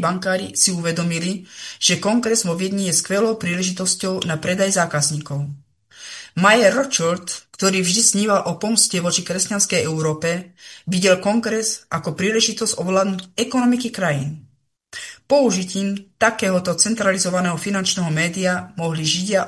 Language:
Slovak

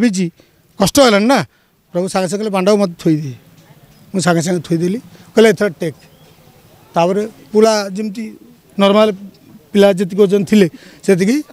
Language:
Odia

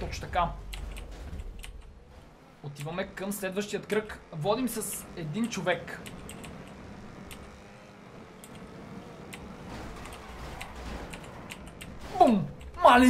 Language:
Bulgarian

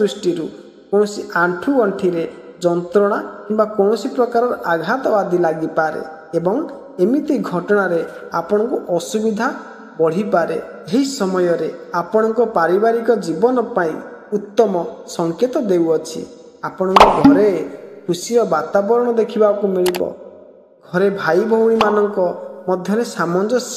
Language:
Odia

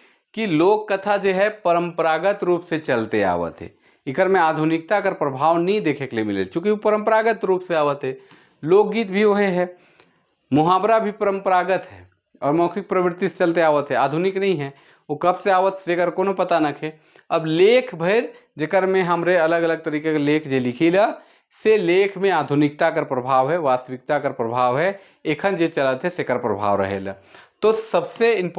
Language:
Sadri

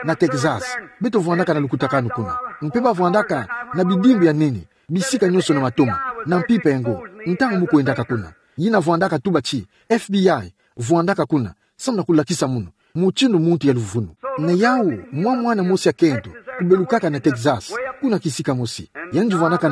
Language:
Kituba (Democratic Republic of Congo)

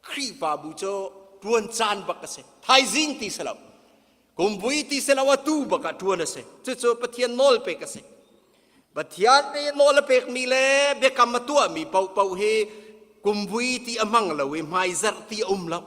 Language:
Hakha Chin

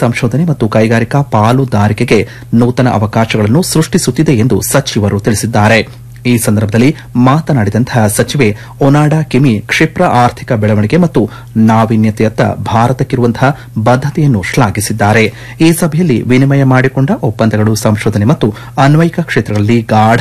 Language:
Kannada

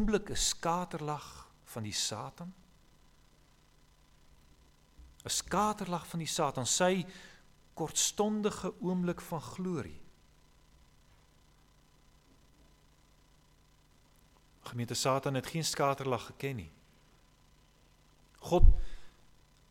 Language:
Afrikaans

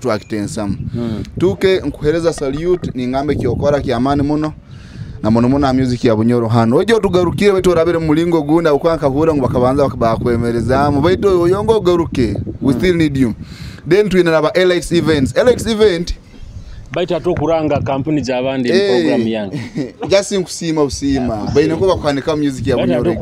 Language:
Nyoro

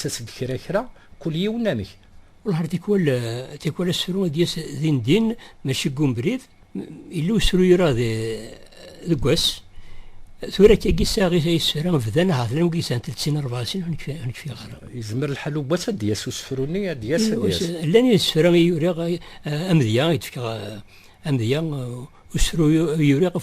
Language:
Kabyle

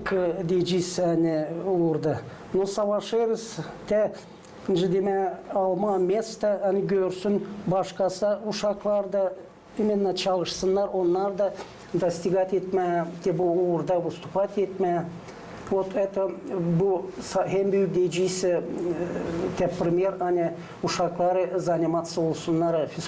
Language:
Gagauz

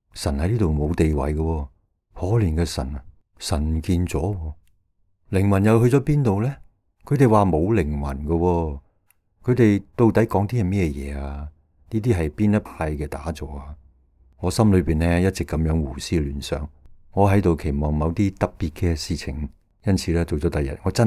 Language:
Cantonese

